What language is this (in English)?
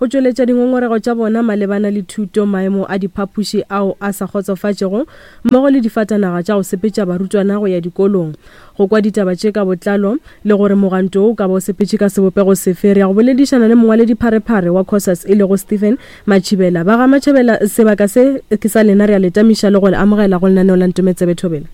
Northern Sotho